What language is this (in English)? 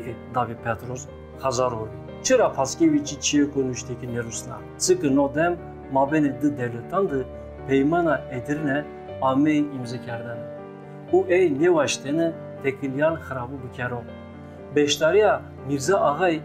Zaza